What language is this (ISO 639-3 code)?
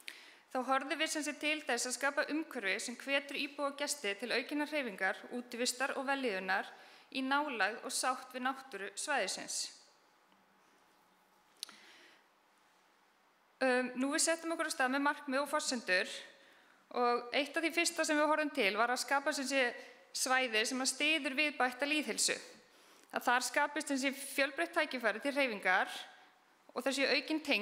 isl